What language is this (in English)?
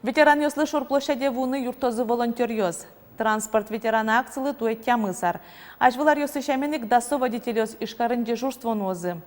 Udmurt